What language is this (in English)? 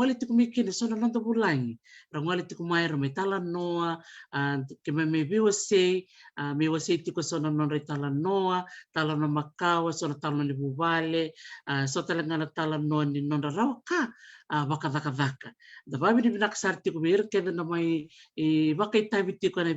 Fijian